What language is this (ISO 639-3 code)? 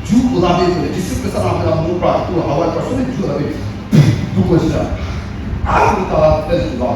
nri